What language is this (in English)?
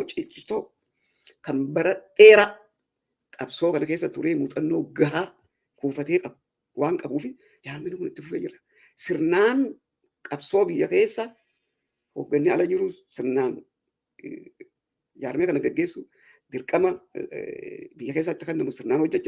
Oromo